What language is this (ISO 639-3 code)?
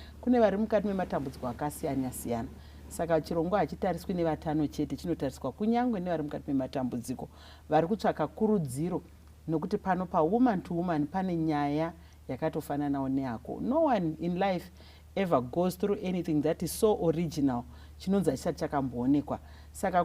sna